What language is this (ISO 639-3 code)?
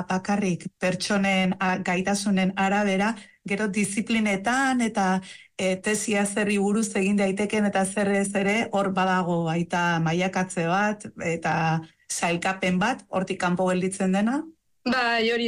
eus